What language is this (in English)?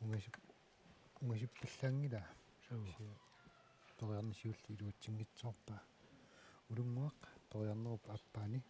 Kalaallisut